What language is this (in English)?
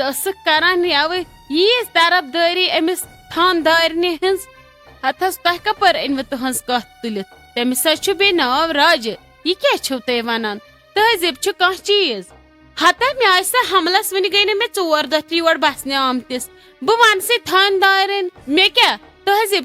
Kashmiri